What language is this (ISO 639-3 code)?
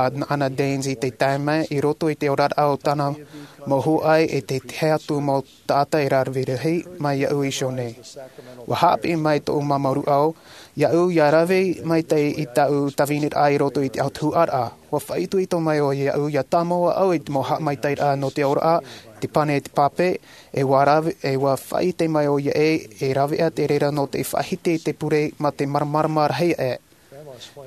tah